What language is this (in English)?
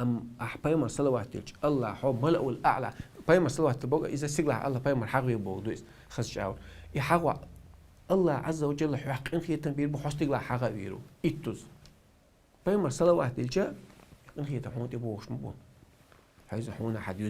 Chechen